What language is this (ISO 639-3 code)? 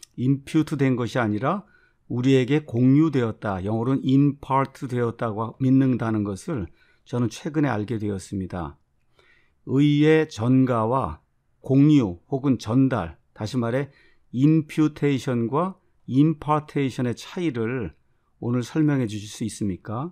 kor